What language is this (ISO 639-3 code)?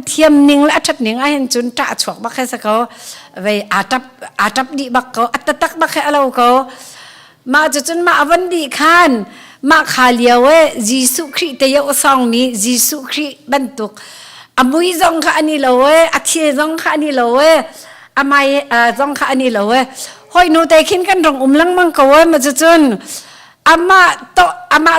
cnh